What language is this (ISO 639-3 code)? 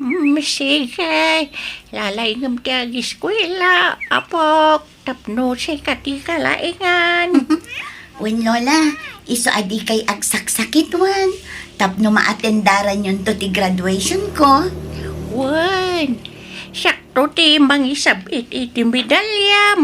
ilo